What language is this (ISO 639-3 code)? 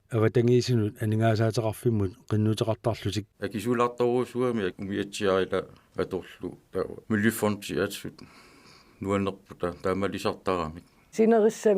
kal